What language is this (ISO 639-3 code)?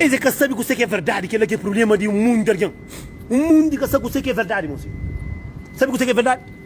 kea